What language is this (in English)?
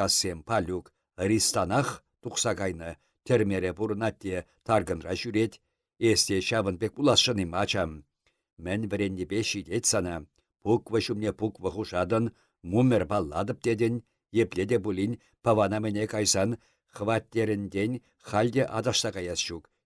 Chuvash